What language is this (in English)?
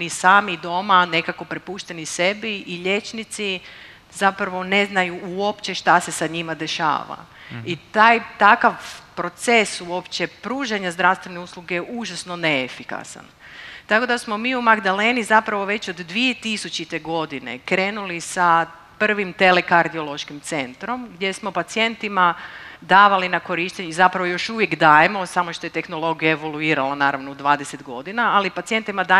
Croatian